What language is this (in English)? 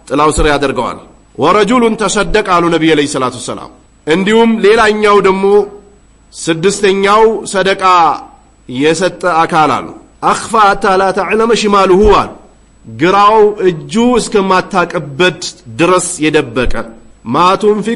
Amharic